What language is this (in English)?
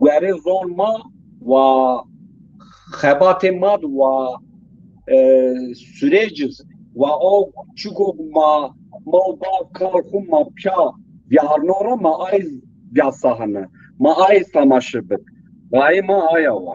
Zaza